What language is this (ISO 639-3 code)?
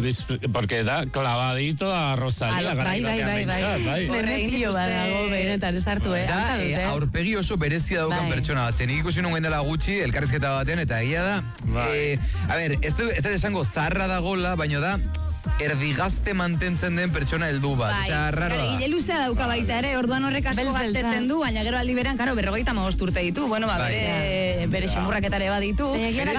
eus